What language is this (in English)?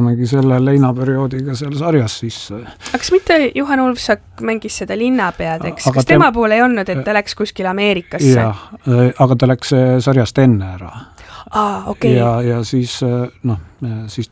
Estonian